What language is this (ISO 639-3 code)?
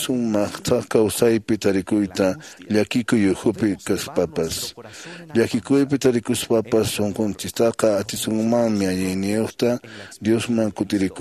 que